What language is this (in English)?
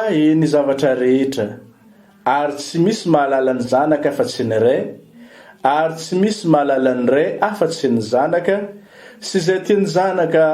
Malagasy